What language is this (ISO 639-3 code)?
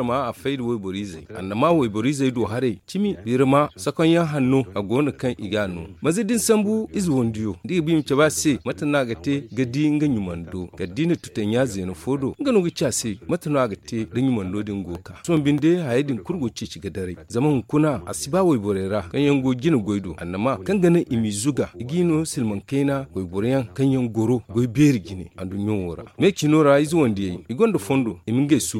dje